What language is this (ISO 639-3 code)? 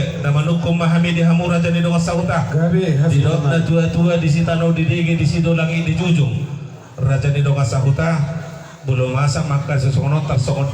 bbc